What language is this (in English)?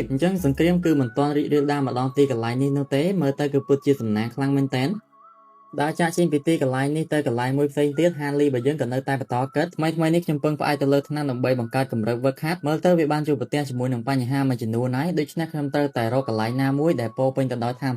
Khmer